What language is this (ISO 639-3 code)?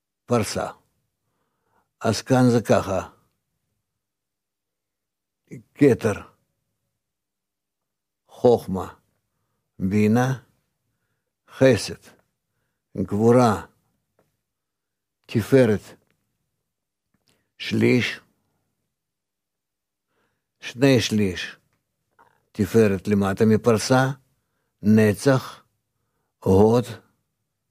heb